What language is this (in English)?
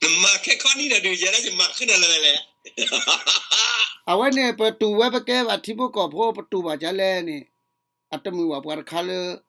S'gaw Karen